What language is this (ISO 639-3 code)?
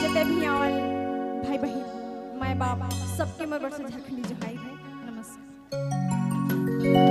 sck